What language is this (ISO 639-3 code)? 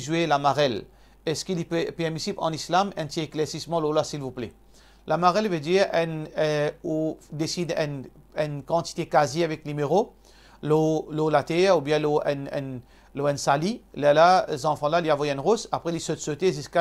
mfe